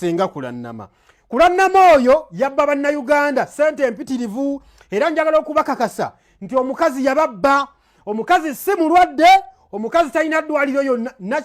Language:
Ganda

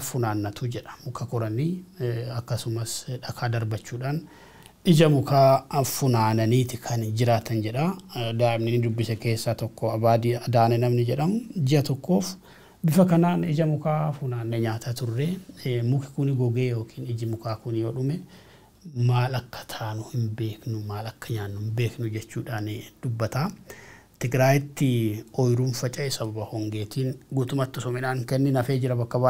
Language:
Oromo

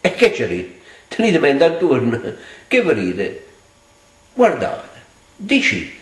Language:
Neapolitan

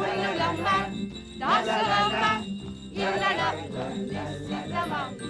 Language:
Kalaallisut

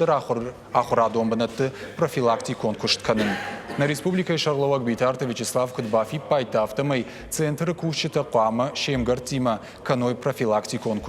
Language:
Ossetic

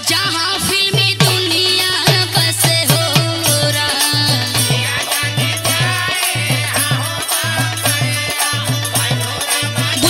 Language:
Bhojpuri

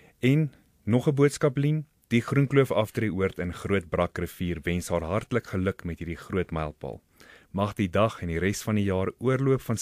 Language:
Afrikaans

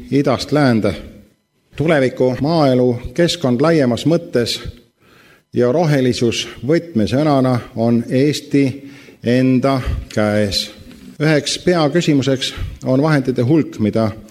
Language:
Estonian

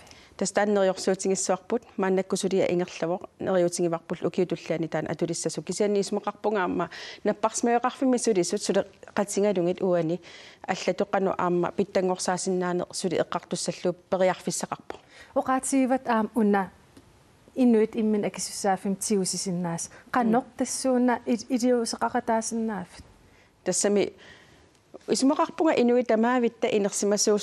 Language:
Kalaallisut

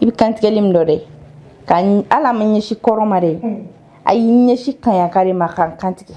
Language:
Bambara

